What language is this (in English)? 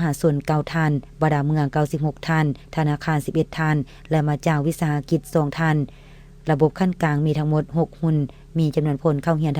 Lao